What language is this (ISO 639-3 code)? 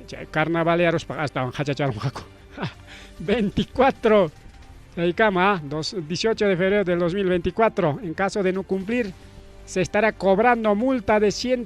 quy